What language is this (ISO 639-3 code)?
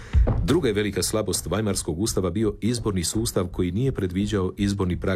hrv